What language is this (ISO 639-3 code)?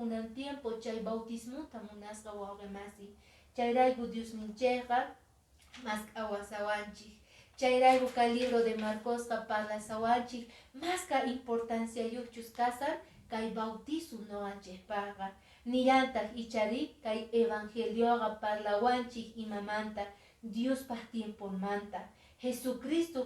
que